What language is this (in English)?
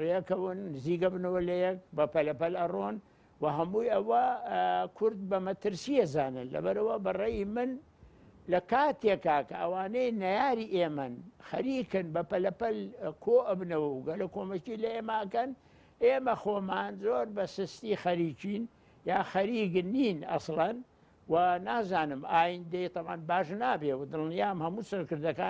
Central Kurdish